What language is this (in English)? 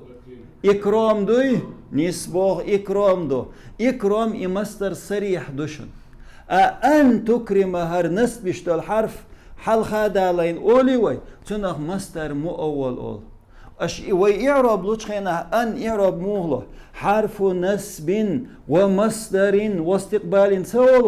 Chechen